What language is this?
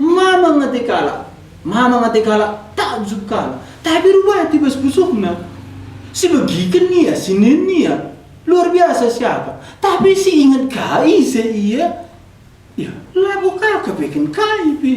Batak Karo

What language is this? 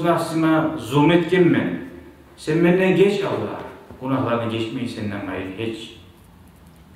Kumyk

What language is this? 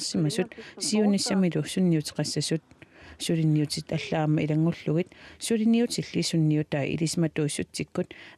Kalaallisut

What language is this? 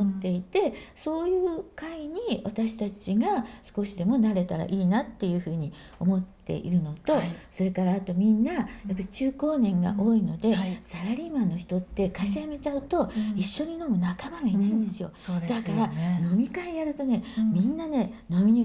Japanese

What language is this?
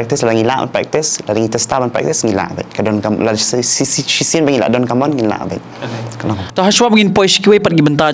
Khasi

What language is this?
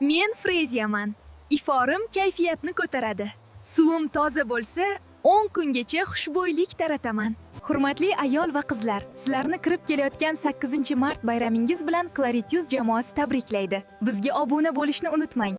Uzbek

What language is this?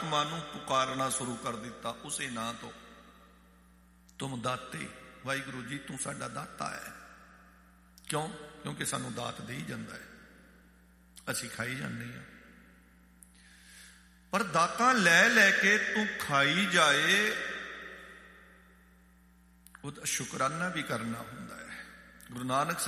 Punjabi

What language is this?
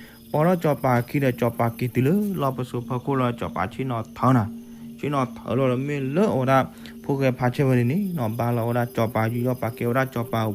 S'gaw Karen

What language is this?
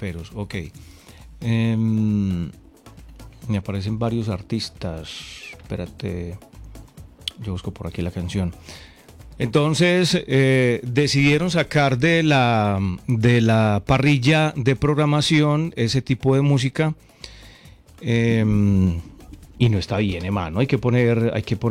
Spanish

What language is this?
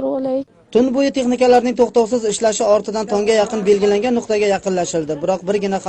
Uzbek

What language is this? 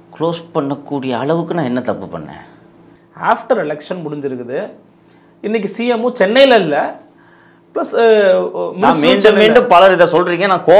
Tamil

